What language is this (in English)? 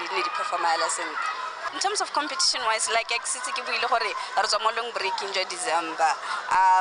Tswana